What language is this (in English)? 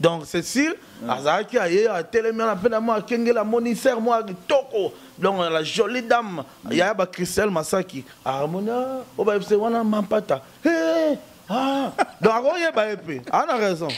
Lingala